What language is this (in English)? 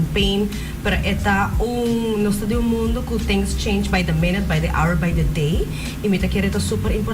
Papiamento